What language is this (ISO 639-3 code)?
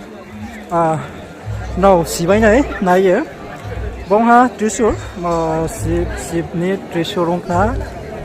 ria